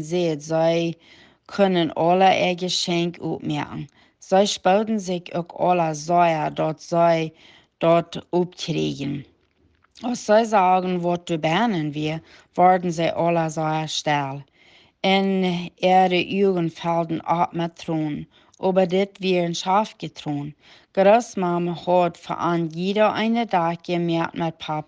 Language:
Plautdietsch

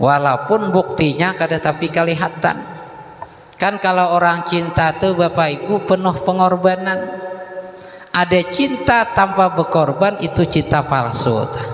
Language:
Banjar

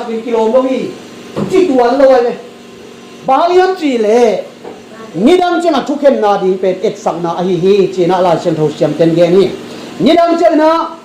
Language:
Tedim Chin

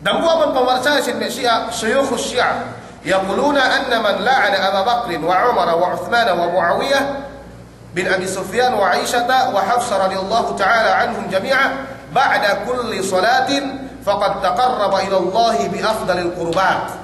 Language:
Yakan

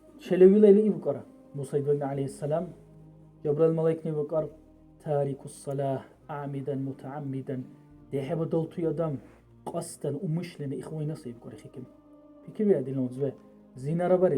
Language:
Dargwa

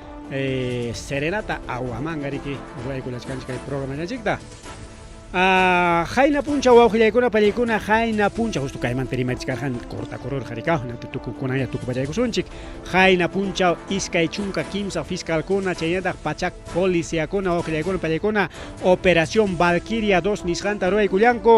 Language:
Ayacucho Quechua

